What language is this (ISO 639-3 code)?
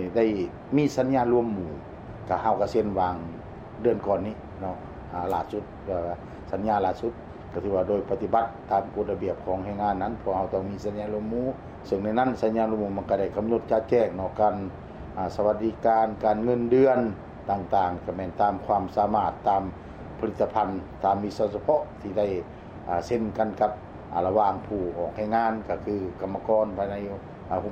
lao